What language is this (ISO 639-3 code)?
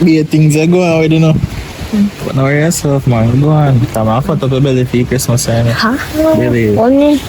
jam